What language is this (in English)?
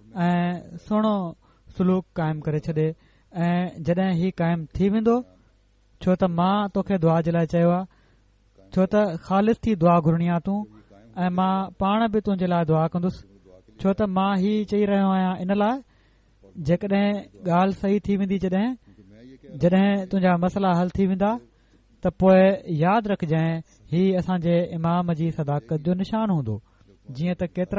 Sindhi